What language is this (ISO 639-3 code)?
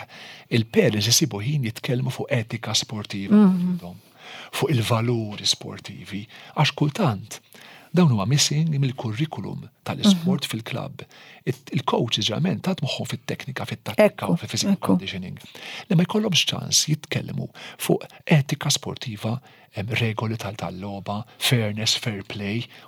mlt